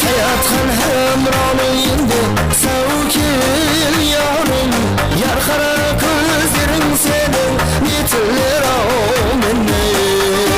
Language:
Kara-Kalpak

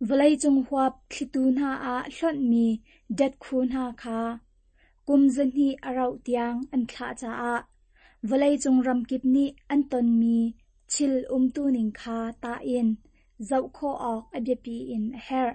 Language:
Hakha Chin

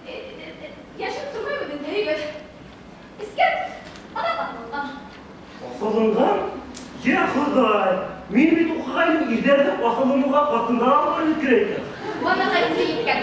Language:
Bashkir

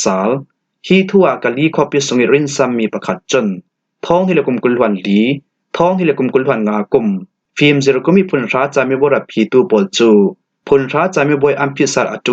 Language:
Falam Chin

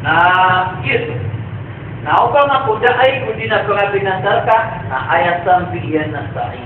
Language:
Maranao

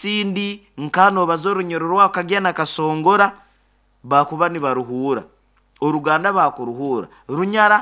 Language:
Nyoro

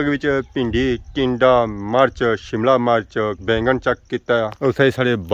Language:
Pahari-Potwari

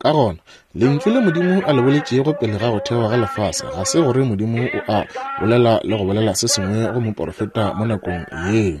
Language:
Northern Sotho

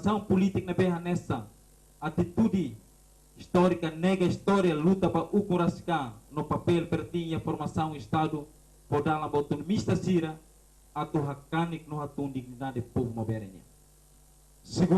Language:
Tetum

